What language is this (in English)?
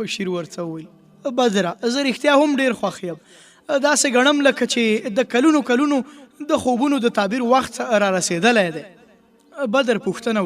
Pashto